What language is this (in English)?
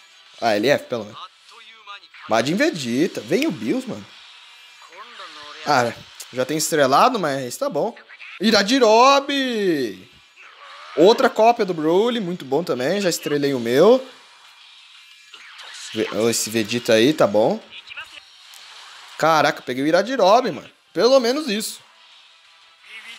Portuguese